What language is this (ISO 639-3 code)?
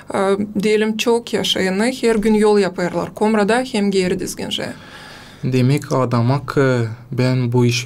gag